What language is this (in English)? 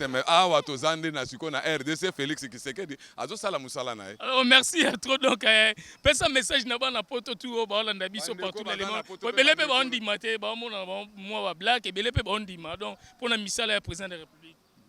Lingala